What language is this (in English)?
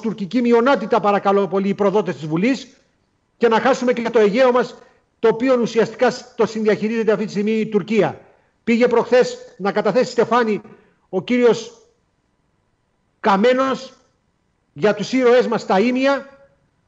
Greek